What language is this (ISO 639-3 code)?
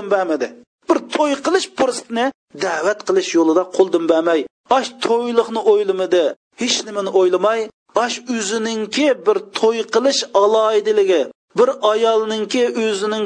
uig